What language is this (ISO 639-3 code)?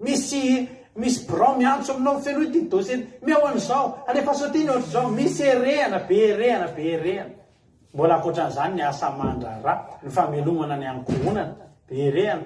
mlg